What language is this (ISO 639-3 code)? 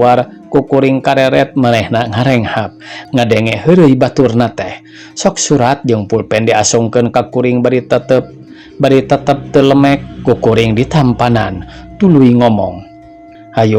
sun